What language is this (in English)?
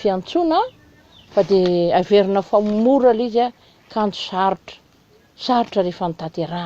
Malagasy